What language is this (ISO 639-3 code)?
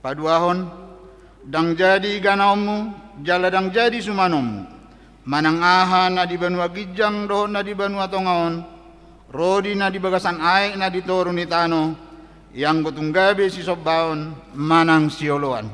bbc